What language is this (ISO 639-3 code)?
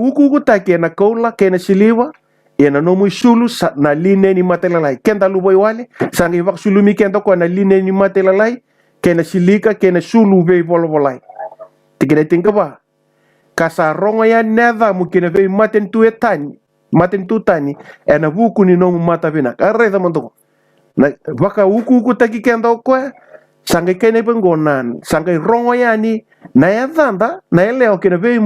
fij